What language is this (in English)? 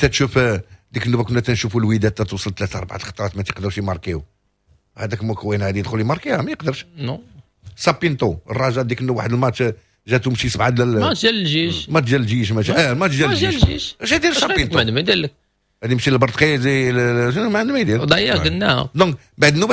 Moroccan Arabic